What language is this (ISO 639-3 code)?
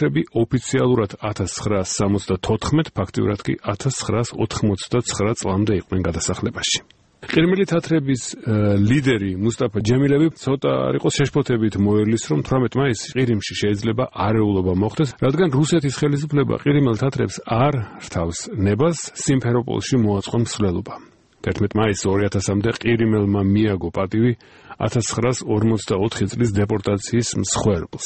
kat